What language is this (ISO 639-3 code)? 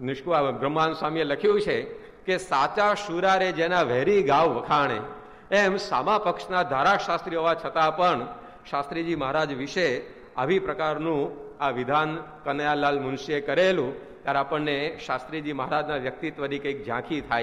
guj